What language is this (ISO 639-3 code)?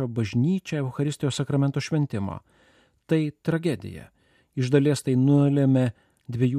lit